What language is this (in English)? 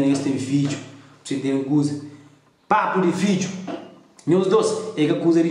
Kabuverdianu